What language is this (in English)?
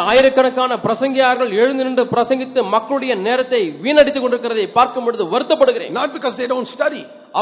Tamil